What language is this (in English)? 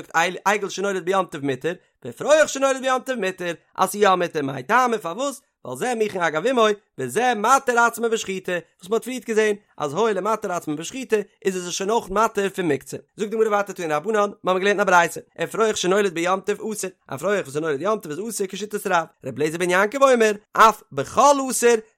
Yiddish